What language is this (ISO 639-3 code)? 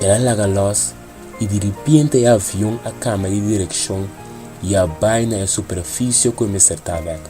pap